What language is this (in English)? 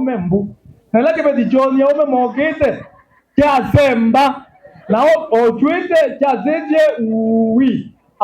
Kamba